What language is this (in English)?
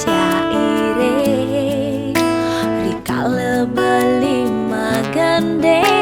Balinese